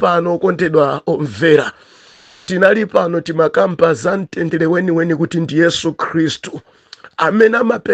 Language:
Nyanja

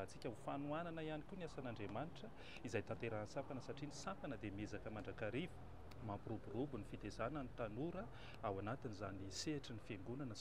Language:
Malagasy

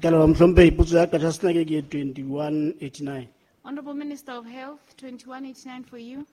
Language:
Southern Sotho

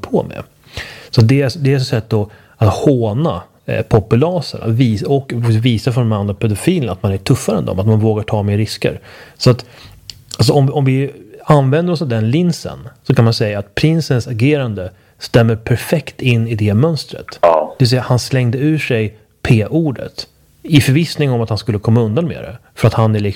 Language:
Swedish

